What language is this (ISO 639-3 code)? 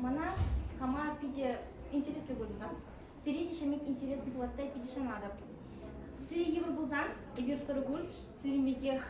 chv